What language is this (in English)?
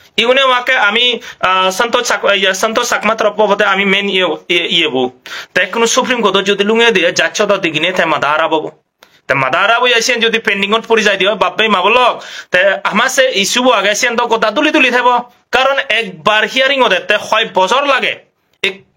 Chakma